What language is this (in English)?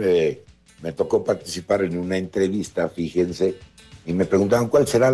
Spanish